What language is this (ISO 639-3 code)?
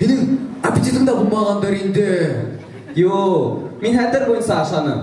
bak